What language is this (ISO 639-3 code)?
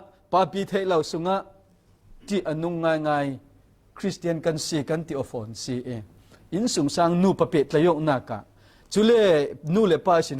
cfm